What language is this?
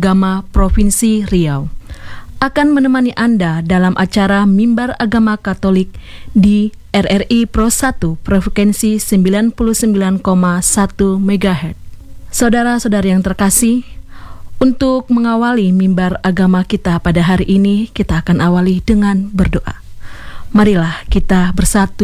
Indonesian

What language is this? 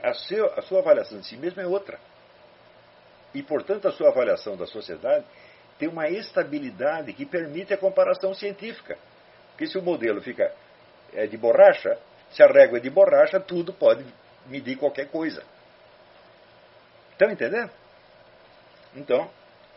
Portuguese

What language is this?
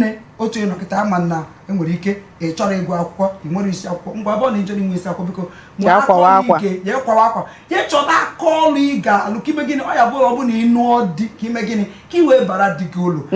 Igbo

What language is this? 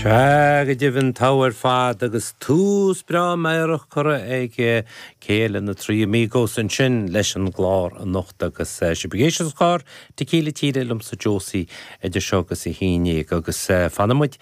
Irish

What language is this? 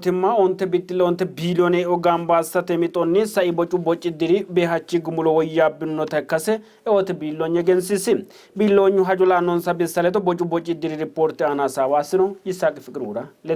Sidamo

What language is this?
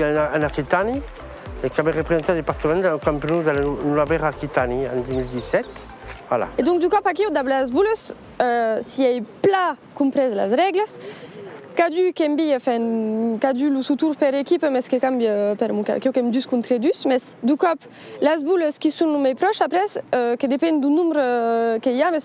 Occitan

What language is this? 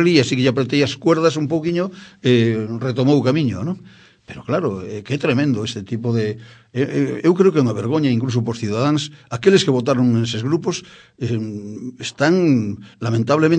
Galician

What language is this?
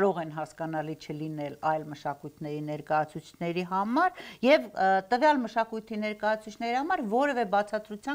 Armenian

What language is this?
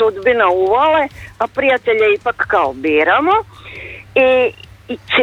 Croatian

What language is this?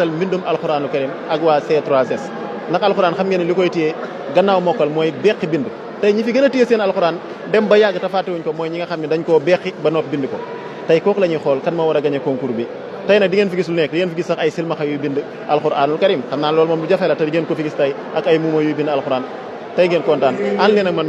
Wolof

